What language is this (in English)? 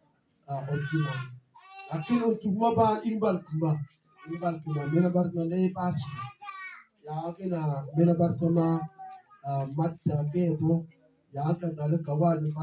Mabaan